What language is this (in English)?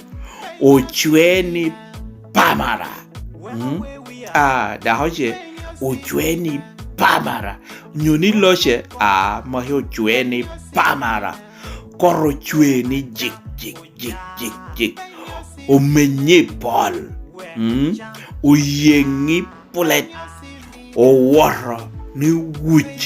Lango (Uganda)